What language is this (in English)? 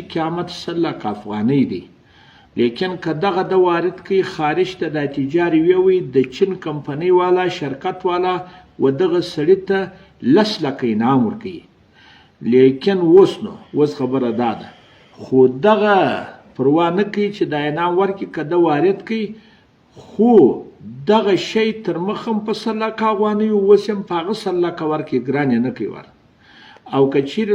Pashto